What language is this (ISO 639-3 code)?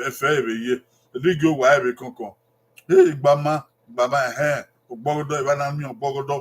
bin